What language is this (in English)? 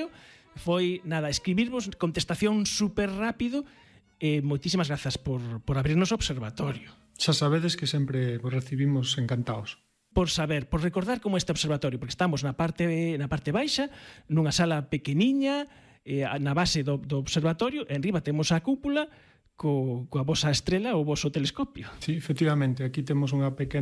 Galician